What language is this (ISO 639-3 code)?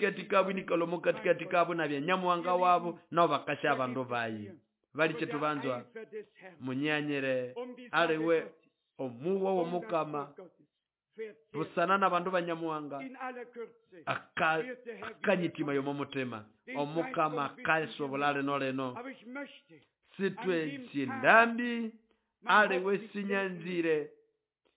nnb